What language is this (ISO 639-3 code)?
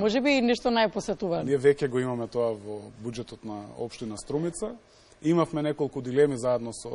mkd